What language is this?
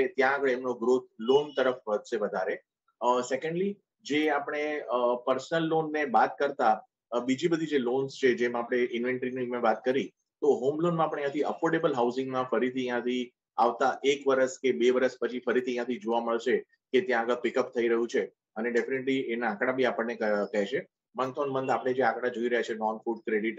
Gujarati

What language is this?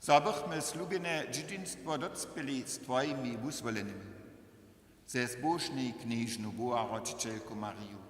Upper Sorbian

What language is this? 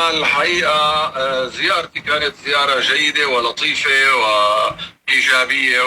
North Levantine Arabic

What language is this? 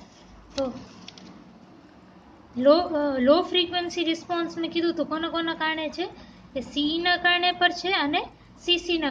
Gujarati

